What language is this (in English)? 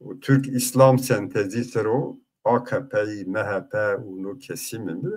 Zaza